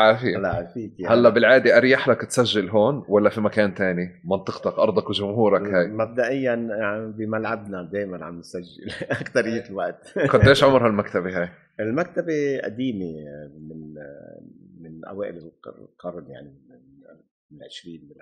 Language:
North Levantine Arabic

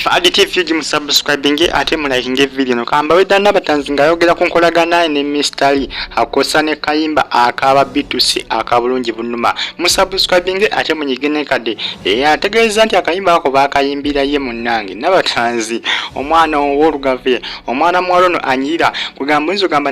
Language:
Ganda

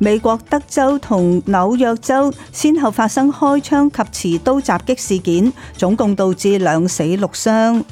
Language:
Cantonese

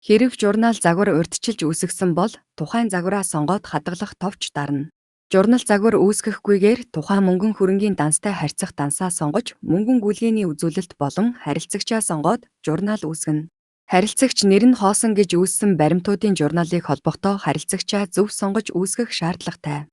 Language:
Mongolian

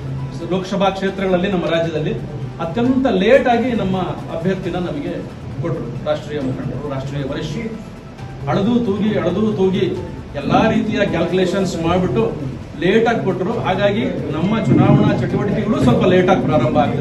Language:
Kannada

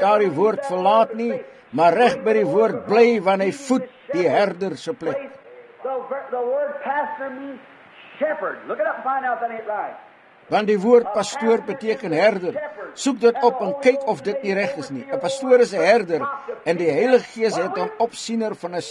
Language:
Afrikaans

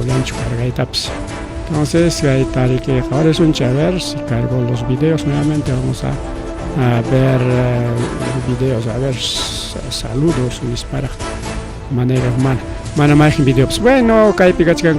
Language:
Ayacucho Quechua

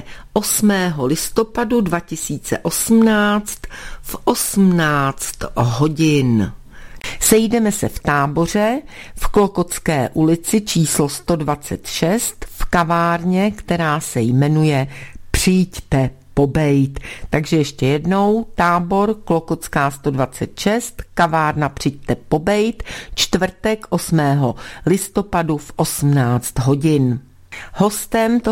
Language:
Czech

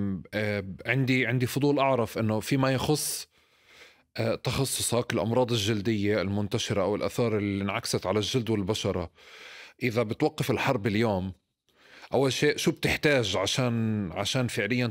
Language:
North Levantine Arabic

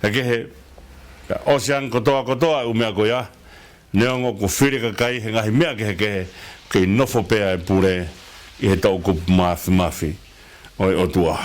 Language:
Tongan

